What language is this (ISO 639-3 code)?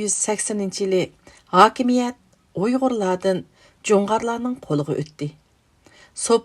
uig